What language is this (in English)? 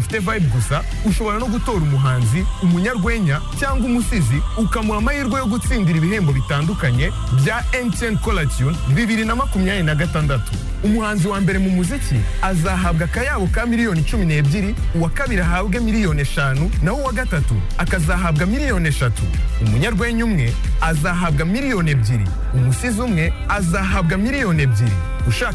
Kinyarwanda